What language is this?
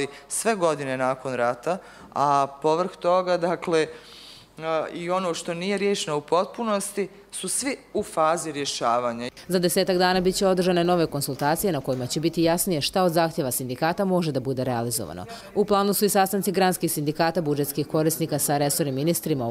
Croatian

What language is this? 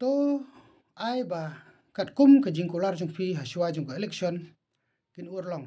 Khasi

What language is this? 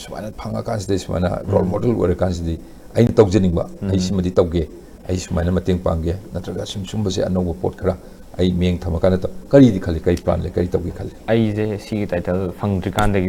Manipuri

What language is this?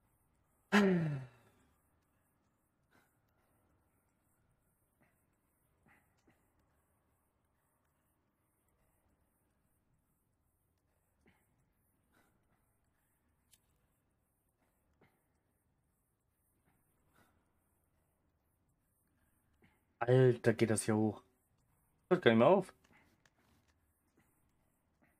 German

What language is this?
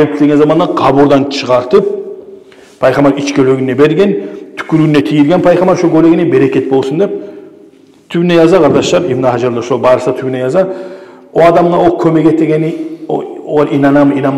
Kumyk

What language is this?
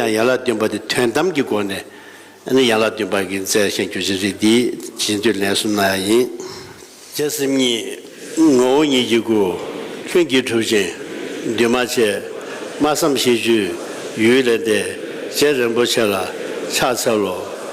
Tibetan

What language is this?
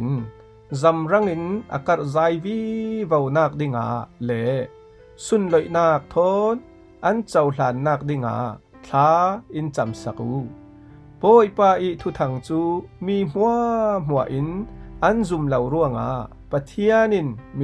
Falam Chin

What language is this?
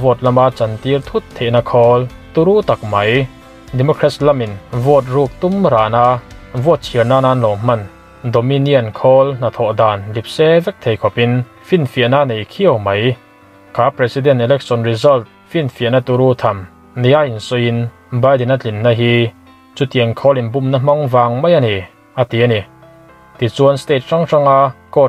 Mizo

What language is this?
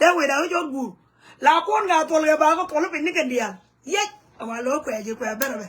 Nuer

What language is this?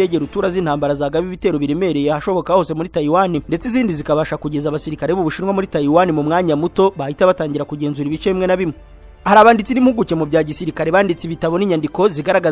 Kinyarwanda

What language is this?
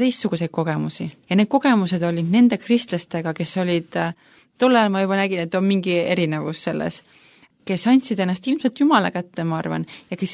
Estonian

